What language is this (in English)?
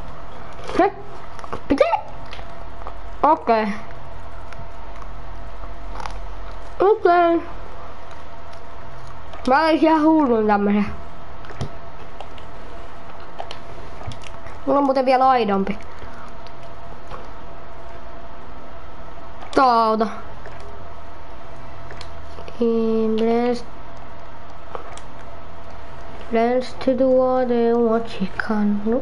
Finnish